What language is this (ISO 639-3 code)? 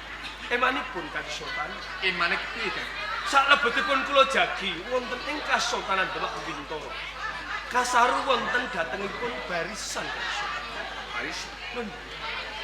jav